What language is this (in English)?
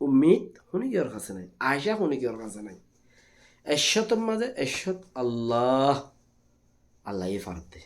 Rohingya